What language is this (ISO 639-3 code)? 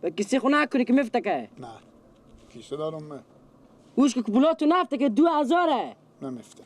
fas